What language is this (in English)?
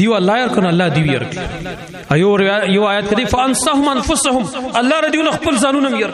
Pashto